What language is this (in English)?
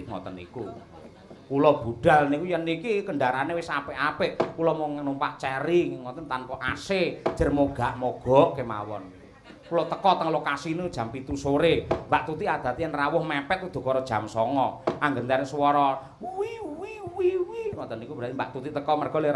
Javanese